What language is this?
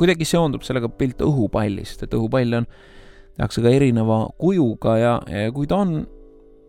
Estonian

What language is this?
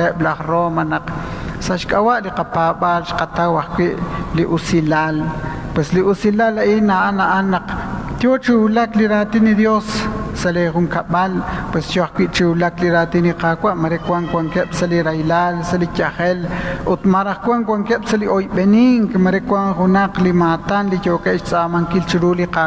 Kekchí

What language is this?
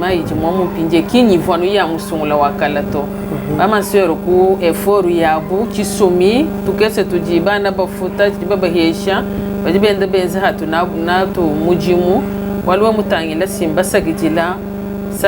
Luba-Lulua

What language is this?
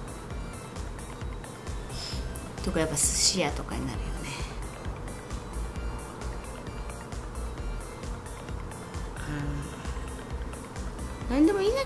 Japanese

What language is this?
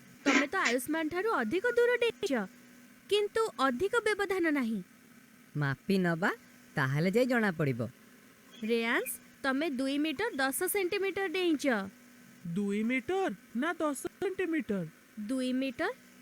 Odia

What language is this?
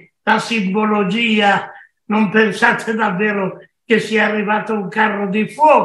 Italian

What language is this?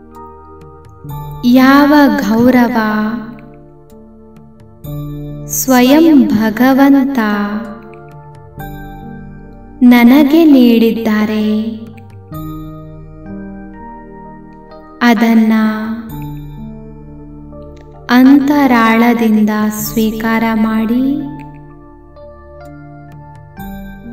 Kannada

